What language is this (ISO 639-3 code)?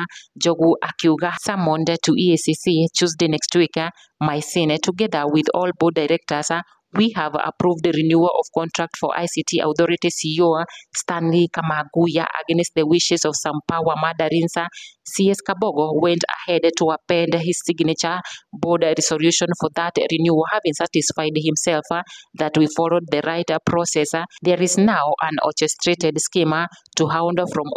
kik